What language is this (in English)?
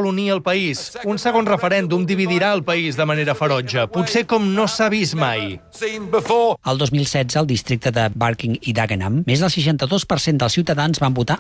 Catalan